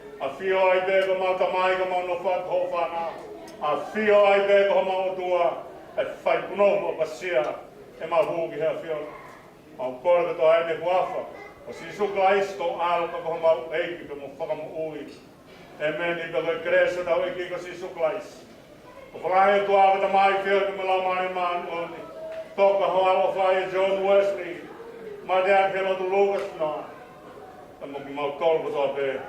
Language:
Tongan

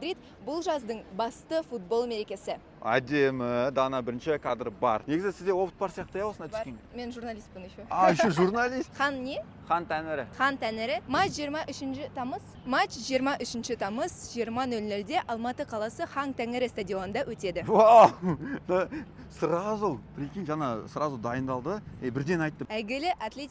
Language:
Kazakh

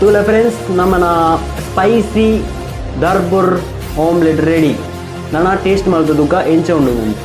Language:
Tulu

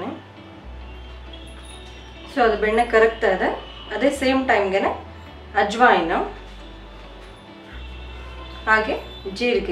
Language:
Kannada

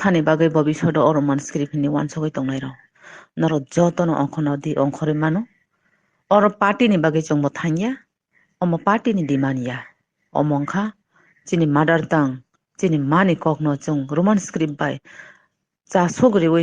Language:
Kok Borok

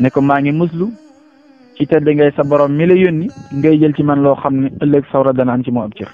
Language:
Wolof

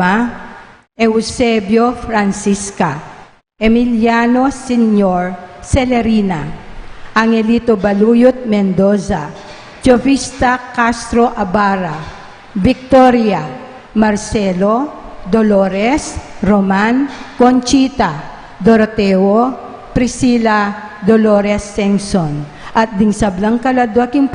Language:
Pampanga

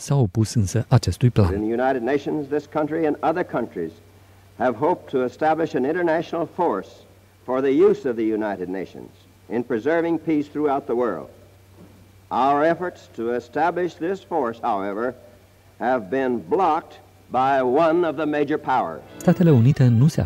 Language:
Romanian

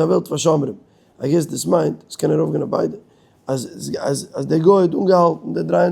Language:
Yiddish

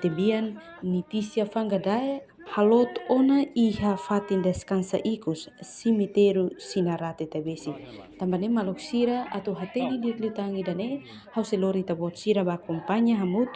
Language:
Tetum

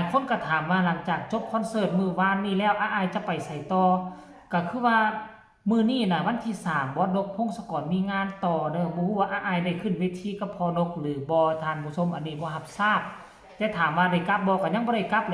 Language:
Northeastern Thai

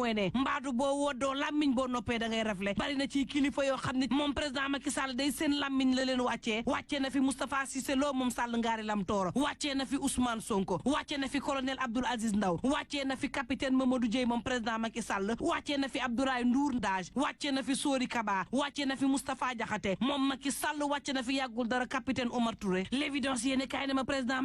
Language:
Wolof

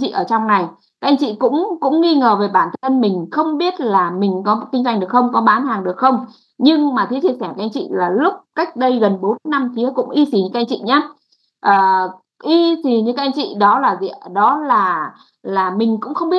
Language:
Vietnamese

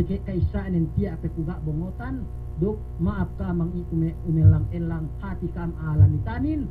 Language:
Yakan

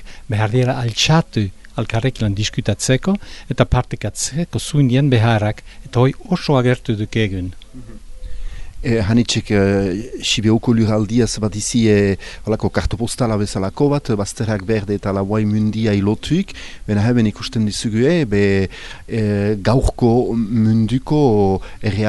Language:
Basque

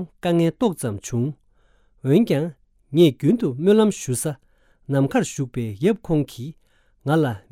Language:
Tibetan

